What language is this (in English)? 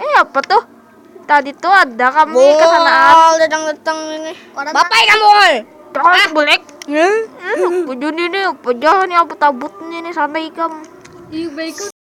Banjar